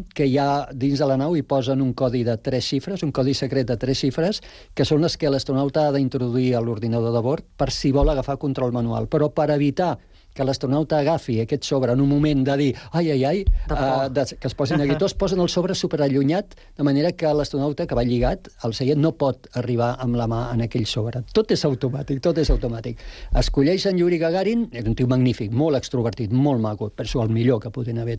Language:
Catalan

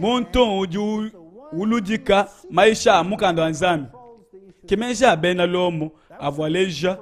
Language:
Luba-Lulua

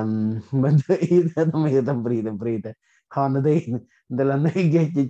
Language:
Central Mnong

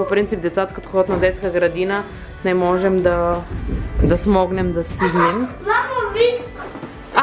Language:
Bulgarian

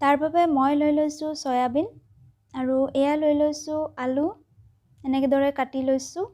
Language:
Assamese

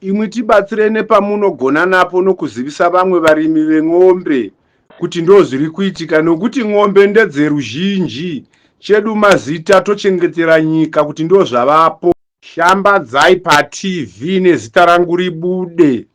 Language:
Shona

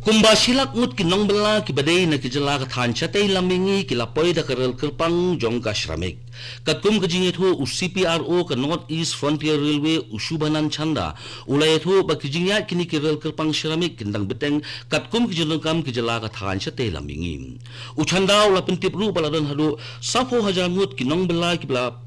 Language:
Khasi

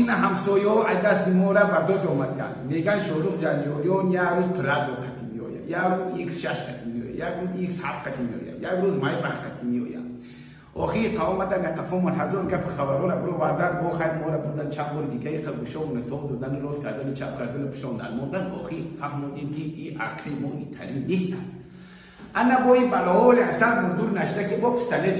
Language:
Tajik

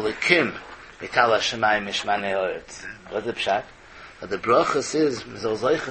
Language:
Yiddish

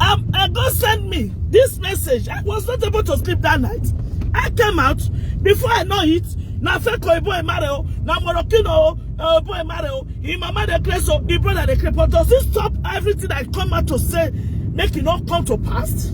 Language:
Nigerian Pidgin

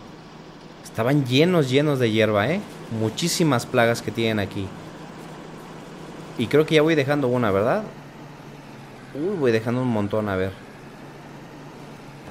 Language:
Spanish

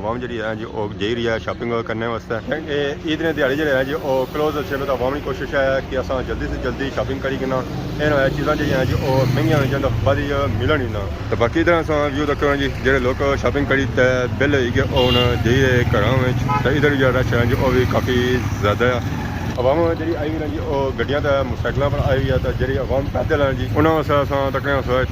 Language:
Pahari-Potwari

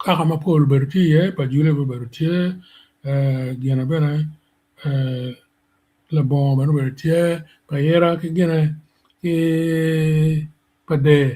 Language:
Acoli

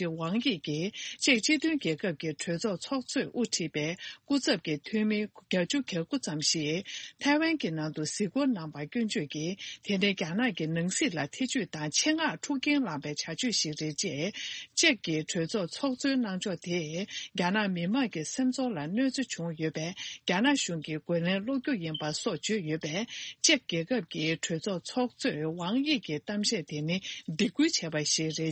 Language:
Tibetan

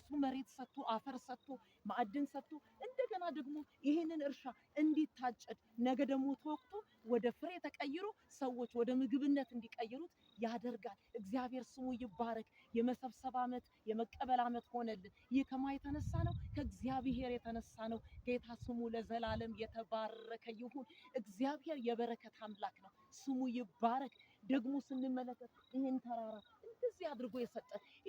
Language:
Amharic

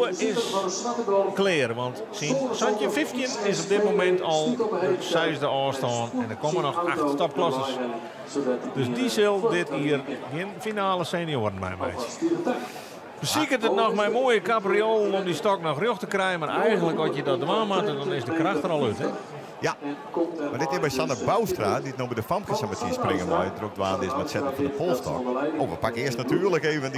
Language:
Western Frisian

